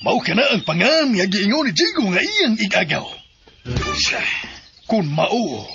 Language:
Cebuano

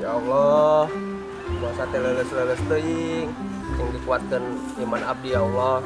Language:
Sundanese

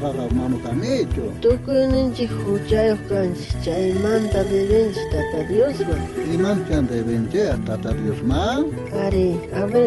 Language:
South Bolivian Quechua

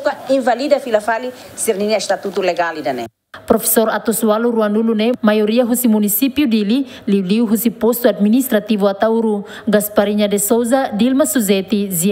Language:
Tetum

